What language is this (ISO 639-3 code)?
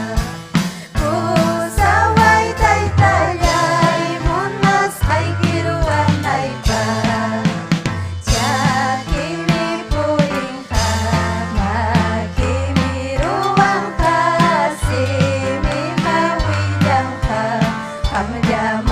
quy